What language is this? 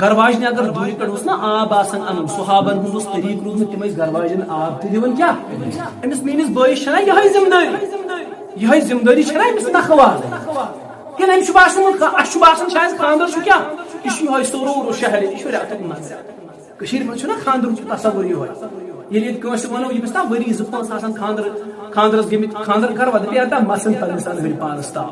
Kashmiri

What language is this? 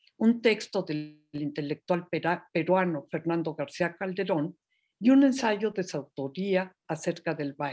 Spanish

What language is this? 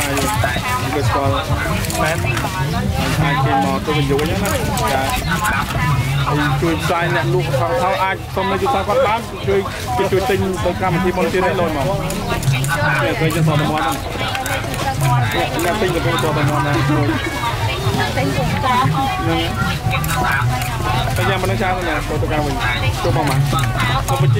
Vietnamese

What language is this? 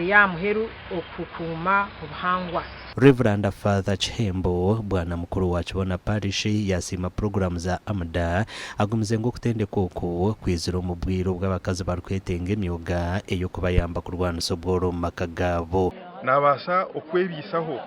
Nyankole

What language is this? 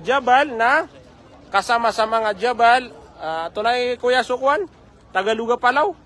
Maranao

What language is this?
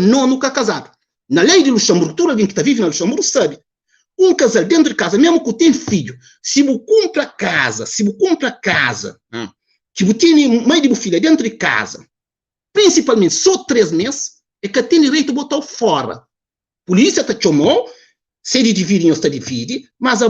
Kabuverdianu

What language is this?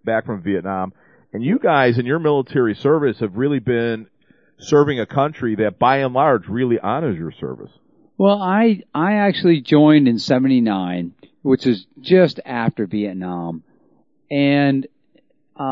English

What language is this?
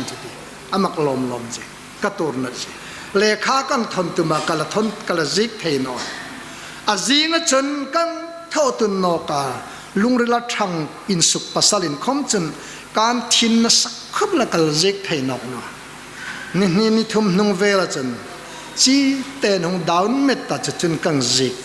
Hmar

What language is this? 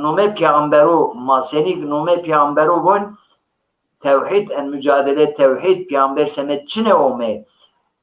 Zaza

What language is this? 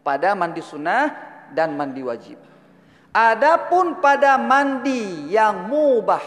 Achinese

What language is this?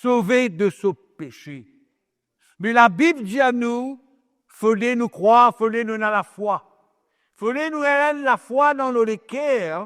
Morisyen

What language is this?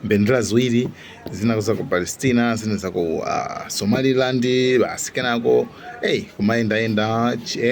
Nyanja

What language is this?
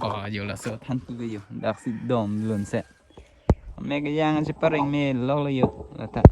Karbi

